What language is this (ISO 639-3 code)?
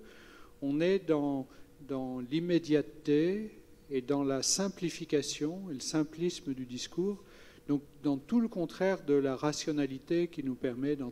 fra